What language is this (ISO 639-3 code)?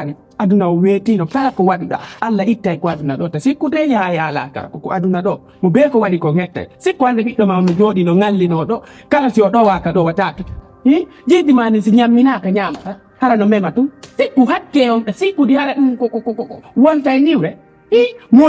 ful